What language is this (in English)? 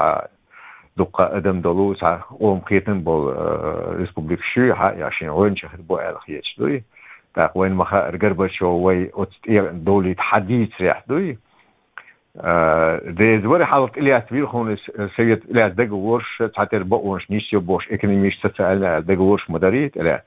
Chechen